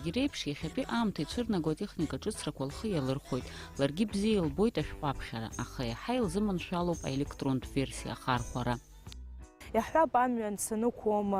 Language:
Abkhazian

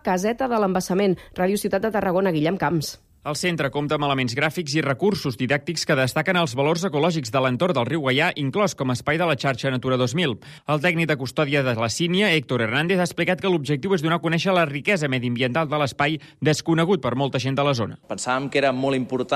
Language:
Catalan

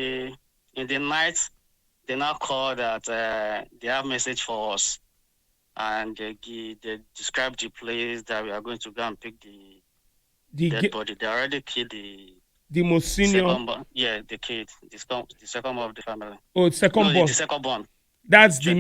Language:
Nigerian Pidgin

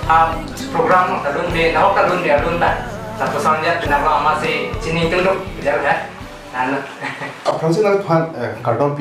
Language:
Karbi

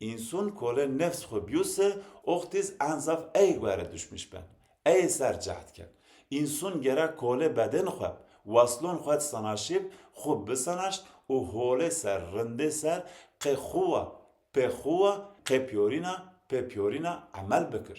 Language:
Zaza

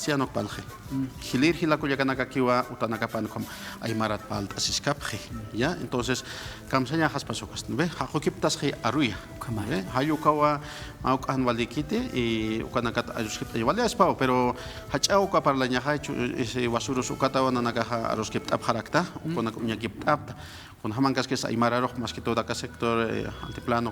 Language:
Aymara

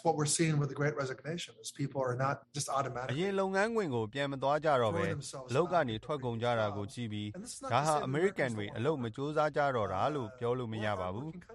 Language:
Burmese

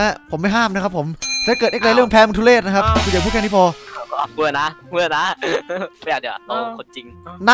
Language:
Thai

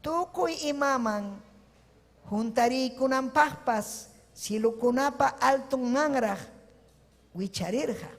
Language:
Ayacucho Quechua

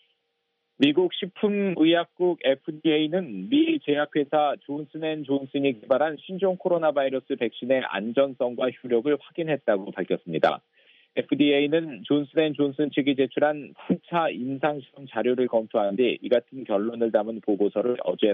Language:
Korean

